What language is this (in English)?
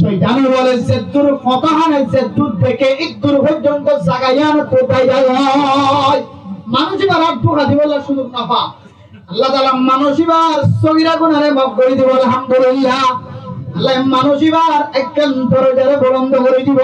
Rohingya